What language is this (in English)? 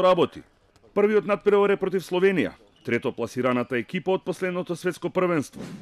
Macedonian